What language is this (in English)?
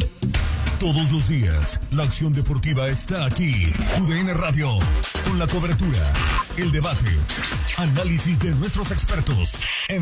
Spanish